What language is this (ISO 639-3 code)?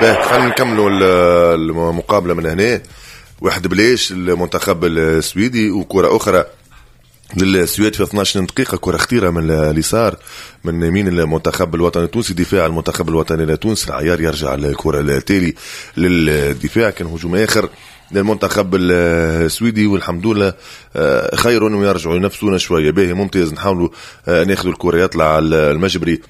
aeb